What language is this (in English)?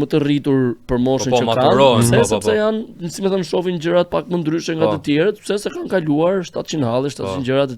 Albanian